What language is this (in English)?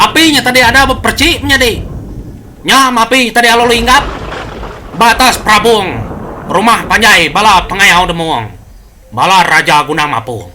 Iban